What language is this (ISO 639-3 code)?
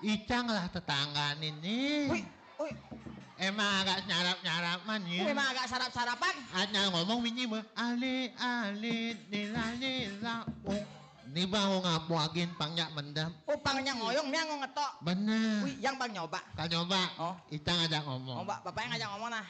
ban